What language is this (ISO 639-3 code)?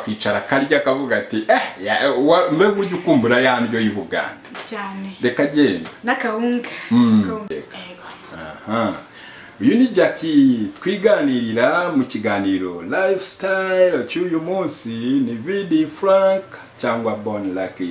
kin